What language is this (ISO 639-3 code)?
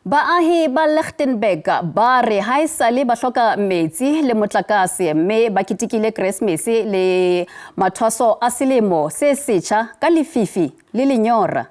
sot